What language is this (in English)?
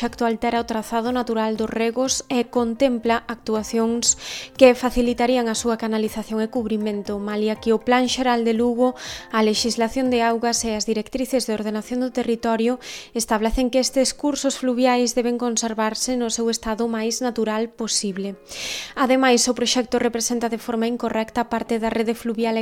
Galician